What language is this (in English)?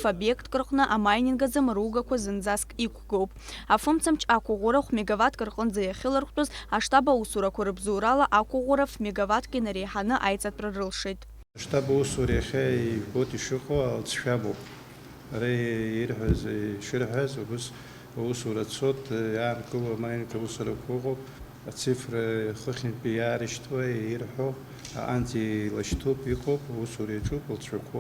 Abkhazian